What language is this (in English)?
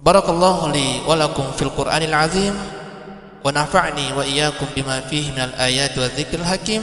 Buginese